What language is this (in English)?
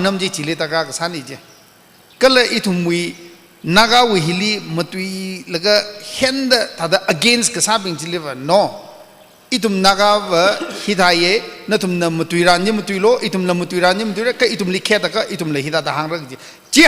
Tangkhul Naga (India)